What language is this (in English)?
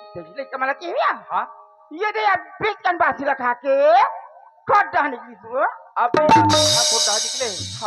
Chhattisgarhi